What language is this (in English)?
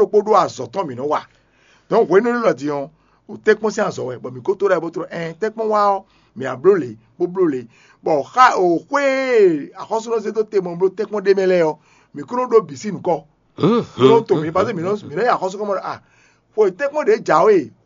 Fon